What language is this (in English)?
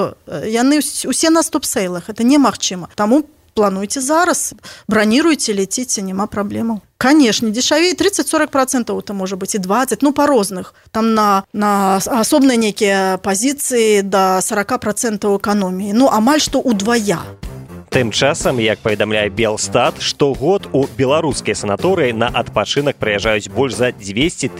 Belarusian